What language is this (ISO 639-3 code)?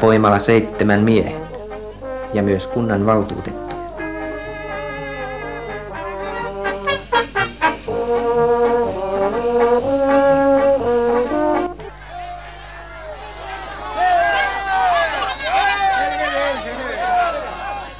fin